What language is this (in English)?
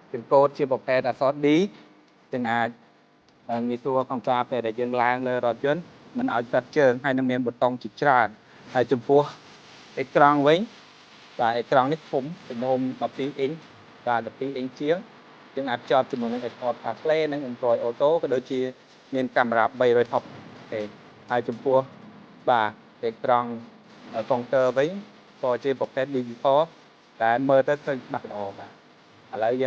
Khmer